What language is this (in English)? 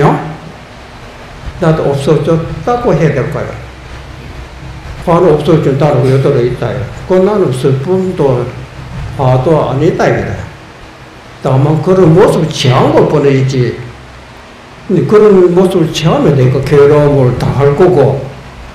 Korean